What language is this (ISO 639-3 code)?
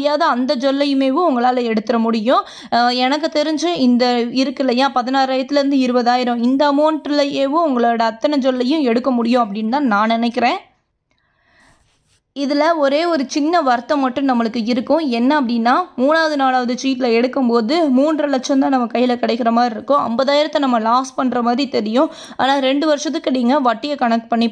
tam